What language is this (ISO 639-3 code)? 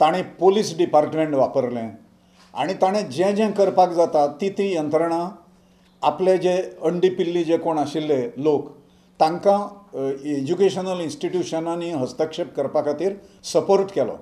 kok